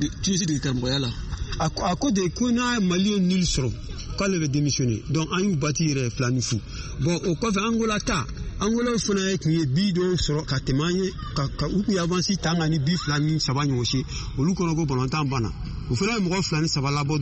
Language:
Bambara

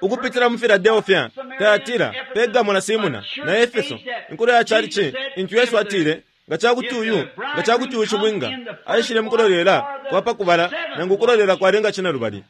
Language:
Bemba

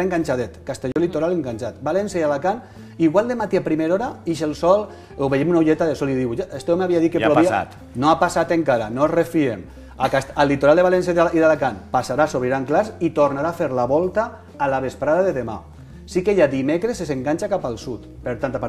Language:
Catalan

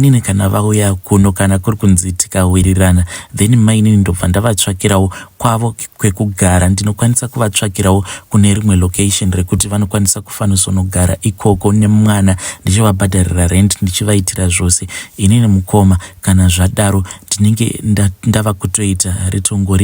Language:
Shona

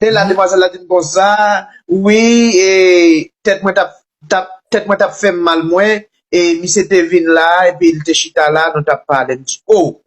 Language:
Haitian Creole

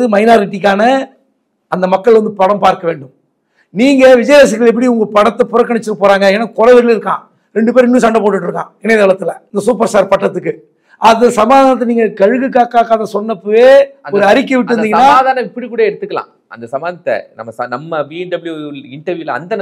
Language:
Tamil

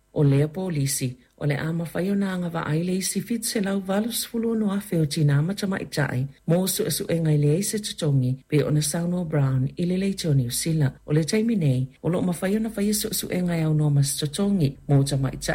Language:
Samoan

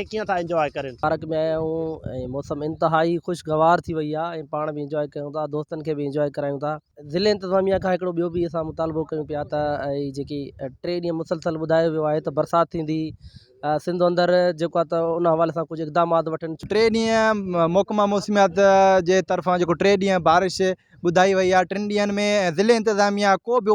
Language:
Sindhi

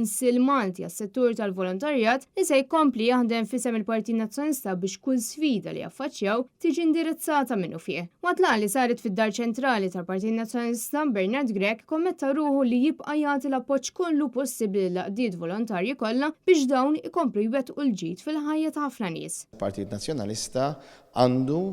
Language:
Maltese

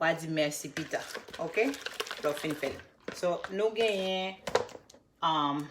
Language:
Haitian Creole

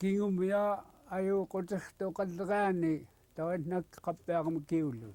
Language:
Central Yupik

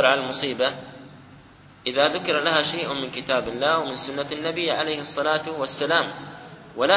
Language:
Arabic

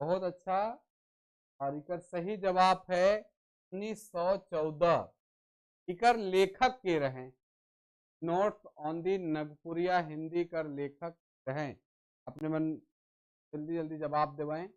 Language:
Sadri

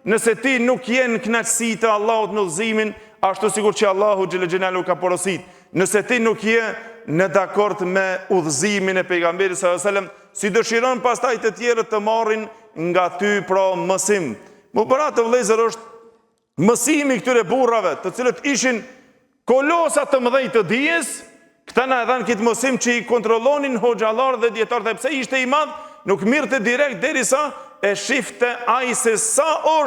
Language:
Albanian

